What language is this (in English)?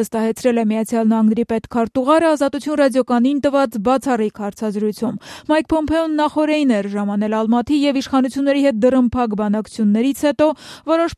Armenian